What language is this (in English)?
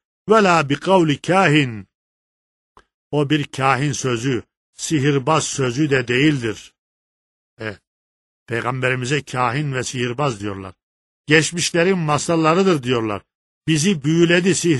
Turkish